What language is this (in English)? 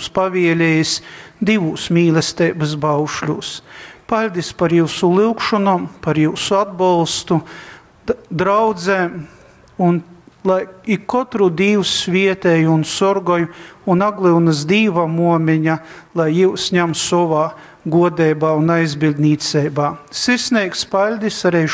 Latgalian